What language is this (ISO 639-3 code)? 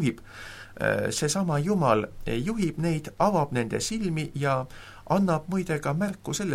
est